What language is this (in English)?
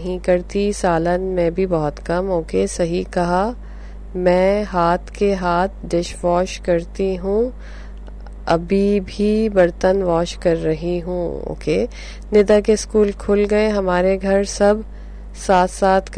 Urdu